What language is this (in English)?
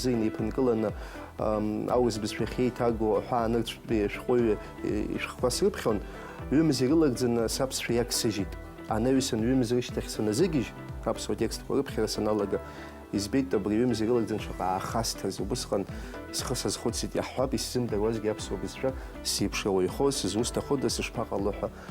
Abkhazian